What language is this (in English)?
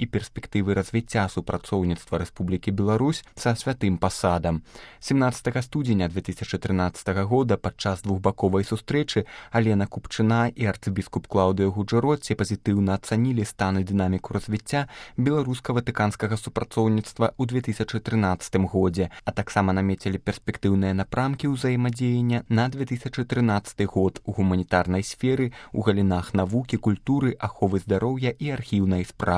Belarusian